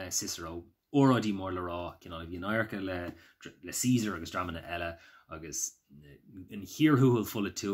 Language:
Irish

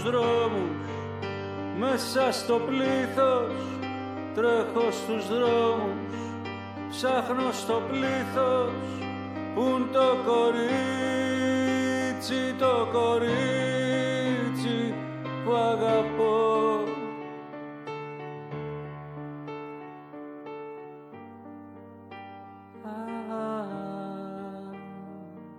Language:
Greek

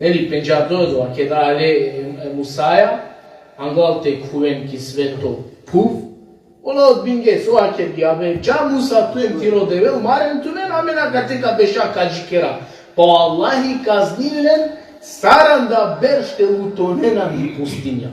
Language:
Balkan Romani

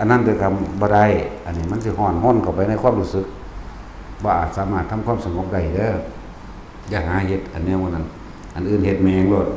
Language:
Northeastern Thai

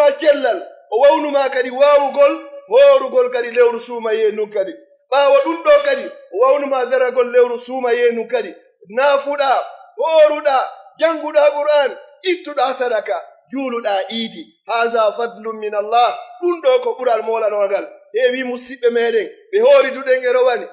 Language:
Pular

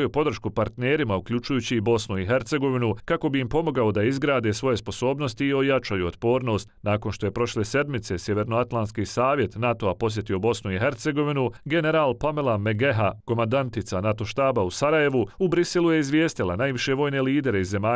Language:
Bosnian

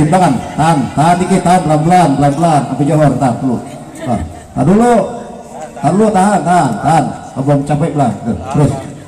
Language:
Betawi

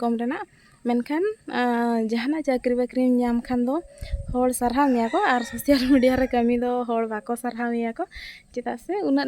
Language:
Santali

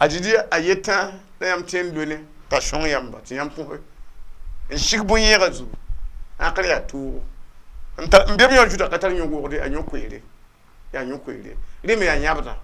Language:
Mossi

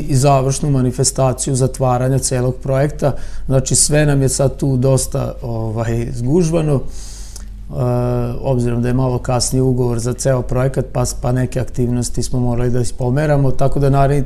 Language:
Serbian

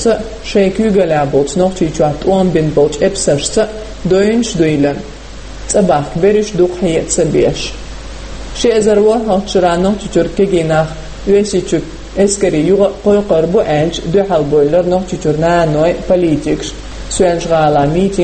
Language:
Chechen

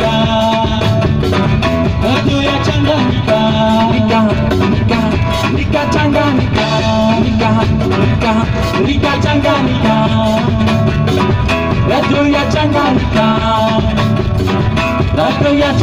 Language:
Swahili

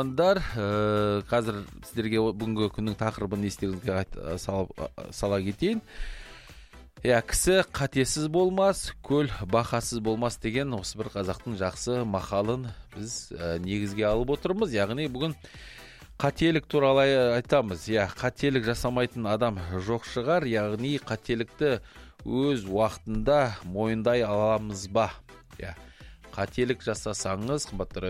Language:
Kazakh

